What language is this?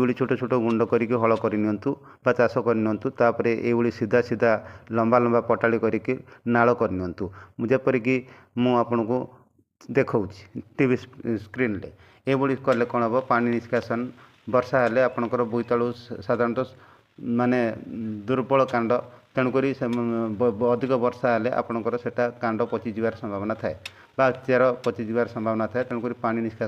Odia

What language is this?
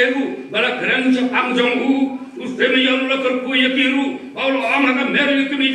Khasi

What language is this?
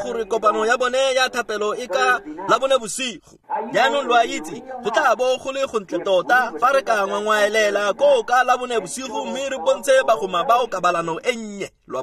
Tswana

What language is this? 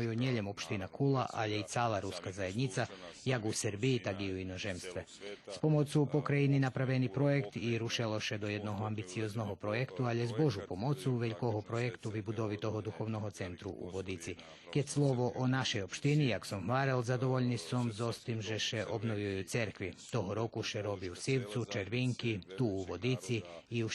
Rusyn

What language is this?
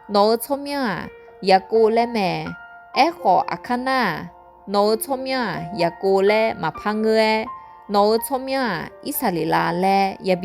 Akha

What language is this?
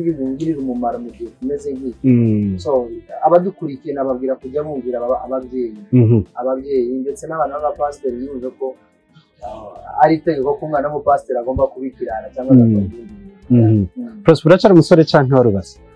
Kinyarwanda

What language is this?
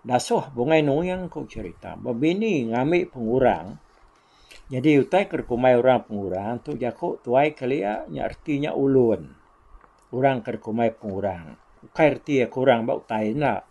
Iban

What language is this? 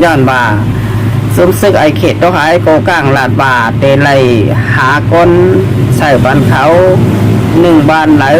Shan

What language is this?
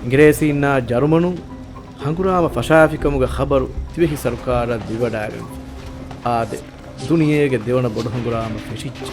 Divehi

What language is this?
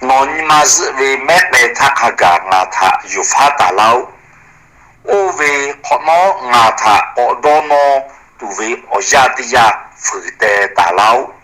Lahu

